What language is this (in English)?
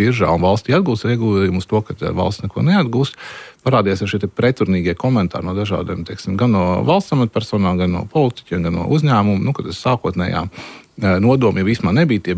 Latvian